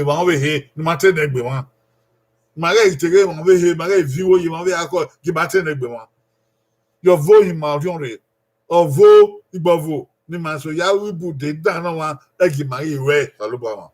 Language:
Bini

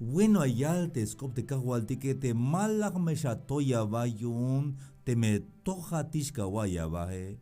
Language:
Tzeltal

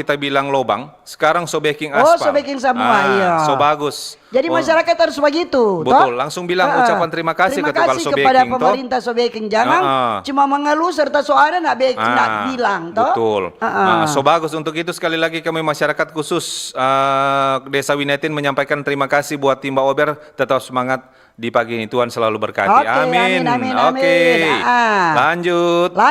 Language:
Manado Malay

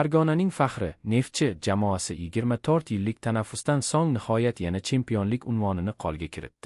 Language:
Uzbek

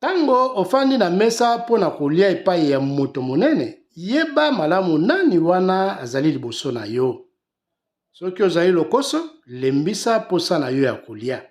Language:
Lingala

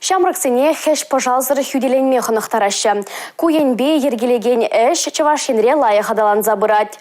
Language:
Chuvash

